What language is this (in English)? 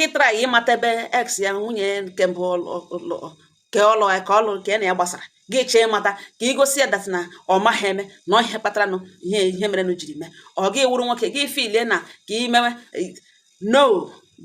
Igbo